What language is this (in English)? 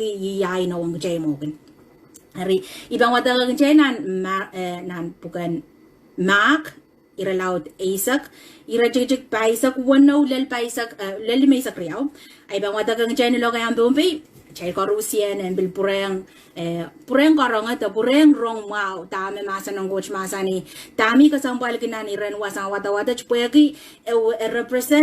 Pohnpeian